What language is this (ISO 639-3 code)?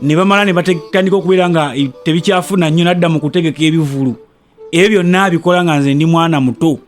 lug